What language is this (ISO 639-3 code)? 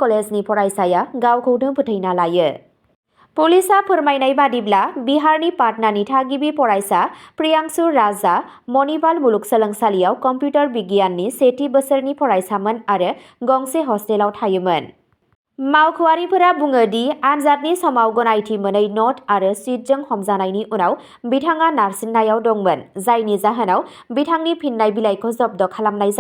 brx